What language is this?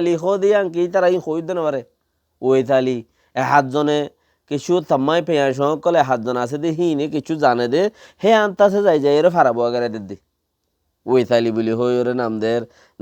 Rohingya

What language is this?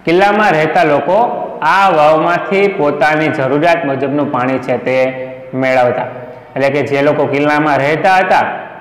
Gujarati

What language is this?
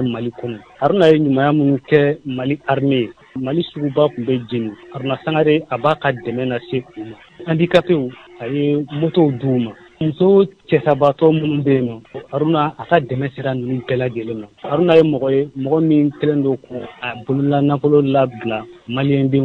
Bambara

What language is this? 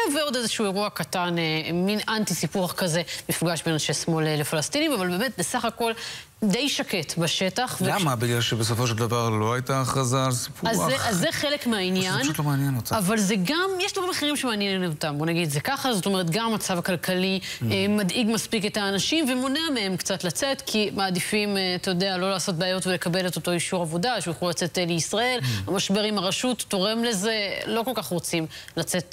Hebrew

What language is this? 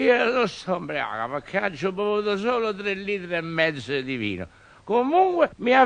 Neapolitan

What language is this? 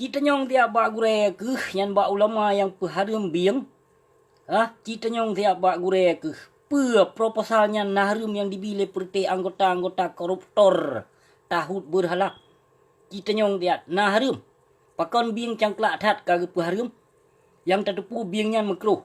Achinese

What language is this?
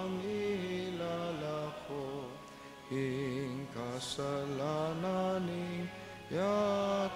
Pampanga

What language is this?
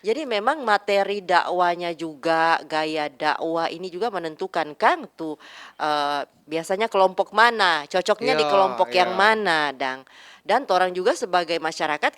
Manado Malay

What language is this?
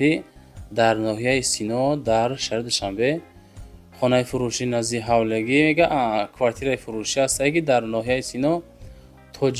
Tajik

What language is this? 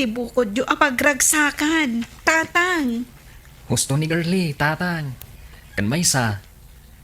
Iloko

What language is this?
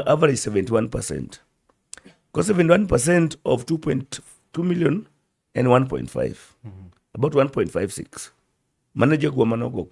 Luo (Kenya and Tanzania)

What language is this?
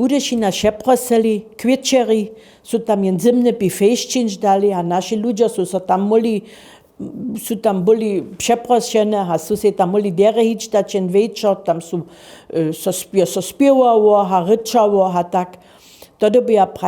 Upper Sorbian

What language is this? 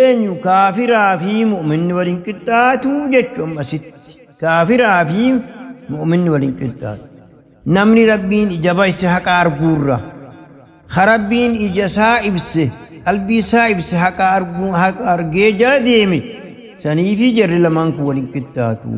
Oromo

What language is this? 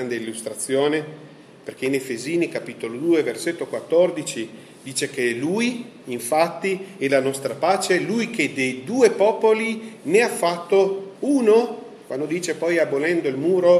Italian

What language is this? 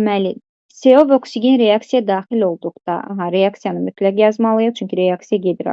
Azerbaijani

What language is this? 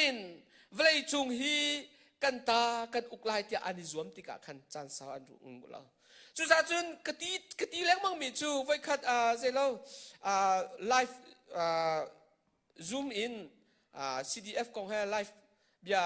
Hakha Chin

